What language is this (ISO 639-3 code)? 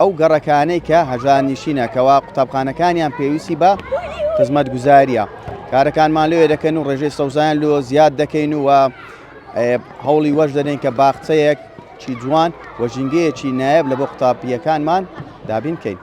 ckb